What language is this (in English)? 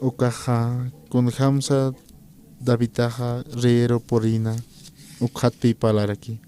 Aymara